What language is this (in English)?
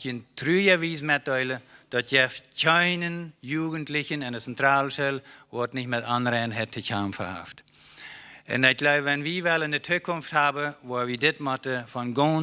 Plautdietsch